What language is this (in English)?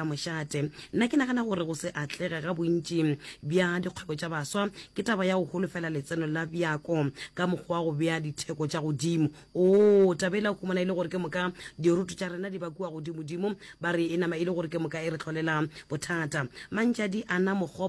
Northern Sotho